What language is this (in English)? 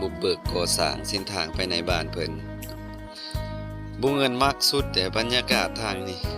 Lao